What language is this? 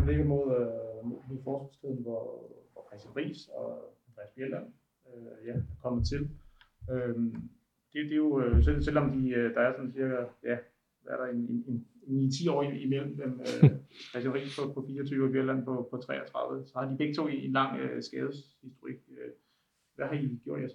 Danish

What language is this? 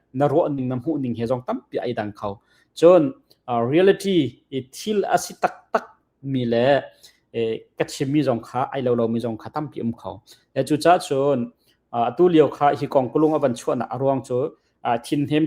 Hakha Chin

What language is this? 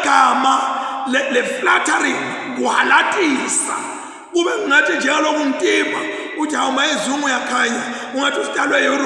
Zulu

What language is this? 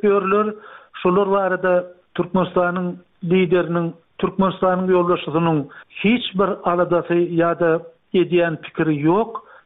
Turkmen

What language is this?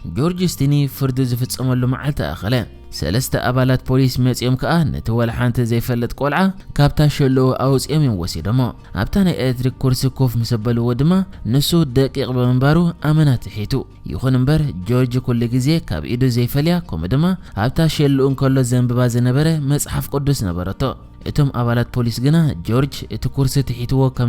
Tigrinya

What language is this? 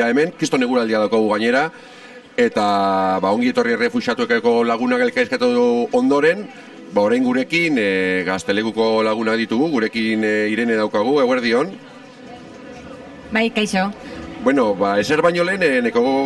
Basque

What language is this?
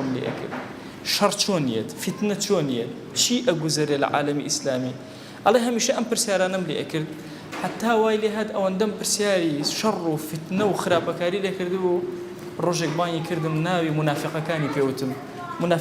Central Kurdish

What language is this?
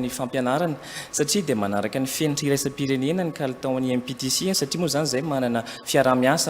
Malagasy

